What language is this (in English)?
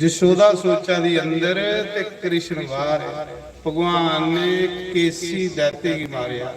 Dogri